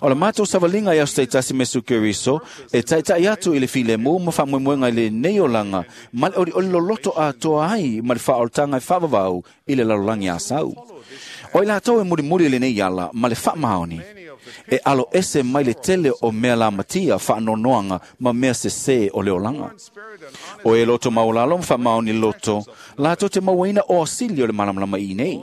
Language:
Samoan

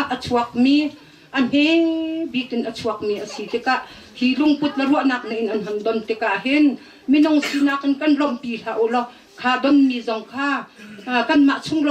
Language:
Hakha Chin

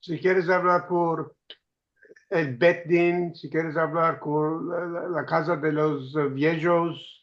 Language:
Ladino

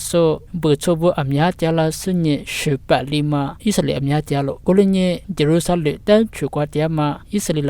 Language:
Lisu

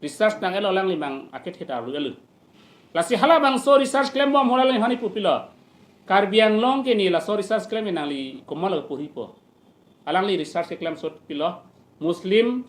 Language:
Karbi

